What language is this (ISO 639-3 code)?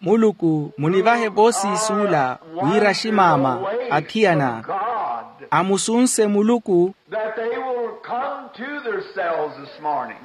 vmw